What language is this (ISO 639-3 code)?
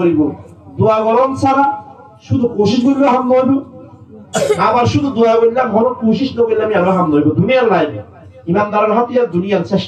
rhg